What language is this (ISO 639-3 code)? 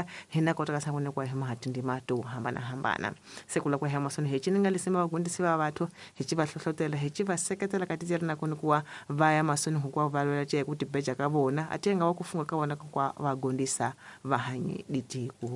tso